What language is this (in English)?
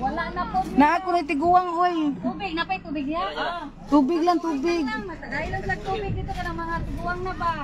Cebuano